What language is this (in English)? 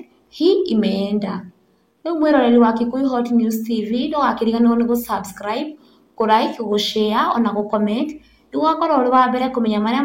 Kikuyu